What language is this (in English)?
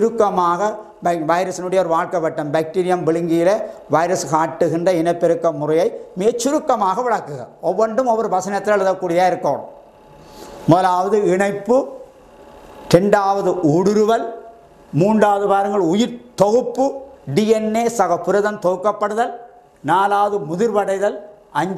Tamil